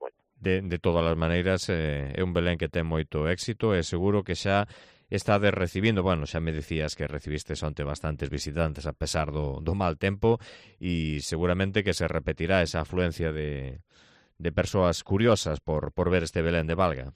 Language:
Galician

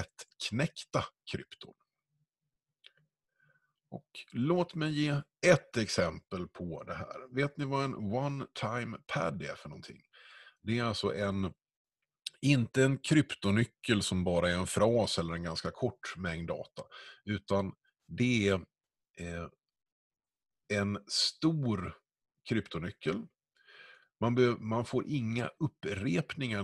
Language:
Swedish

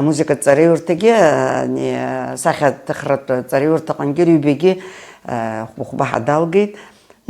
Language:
Abkhazian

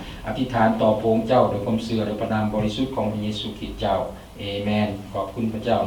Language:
Lao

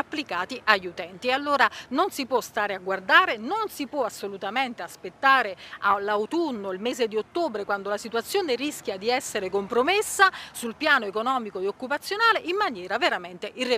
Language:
Italian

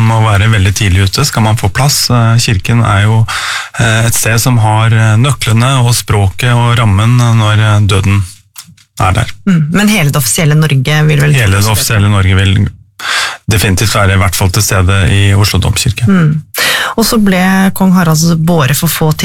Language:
Norwegian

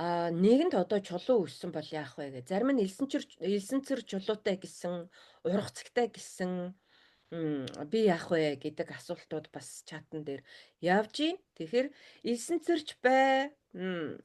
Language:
Mongolian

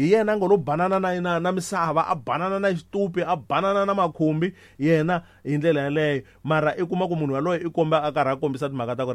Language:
Tsonga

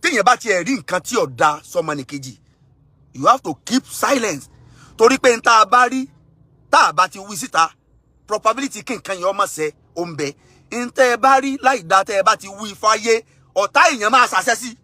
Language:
Yoruba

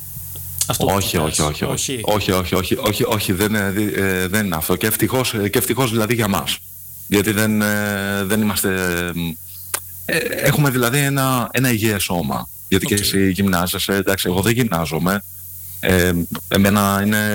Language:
Greek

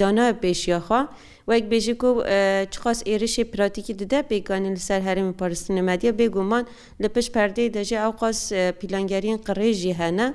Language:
Kurdish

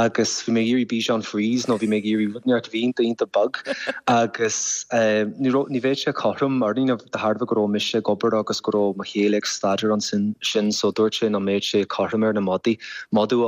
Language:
Irish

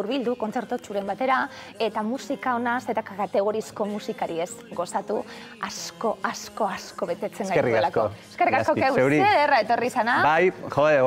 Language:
Basque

